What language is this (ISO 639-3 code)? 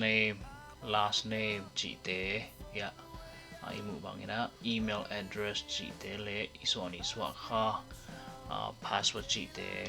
ctd